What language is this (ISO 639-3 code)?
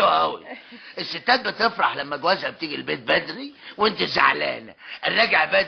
arz